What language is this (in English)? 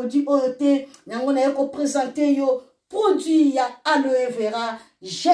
Lingala